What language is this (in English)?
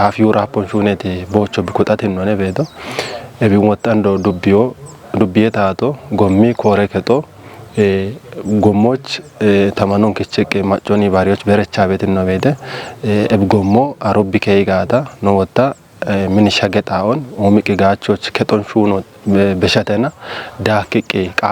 Kafa